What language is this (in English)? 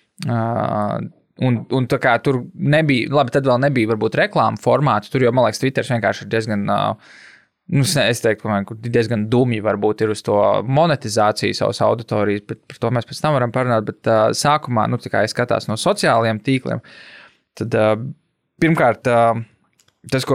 Latvian